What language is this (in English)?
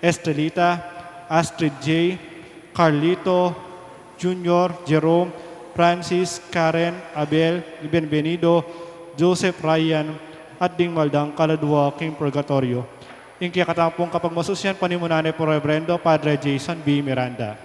Pampanga